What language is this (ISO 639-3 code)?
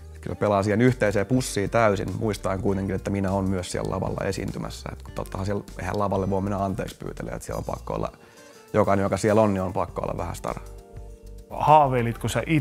fin